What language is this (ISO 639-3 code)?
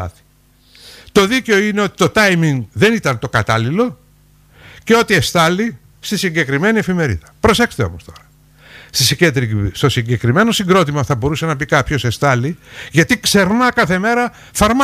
ell